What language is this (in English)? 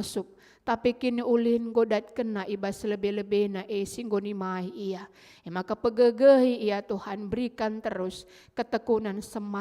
Batak Karo